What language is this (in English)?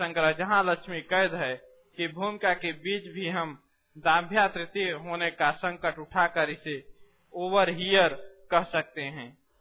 Hindi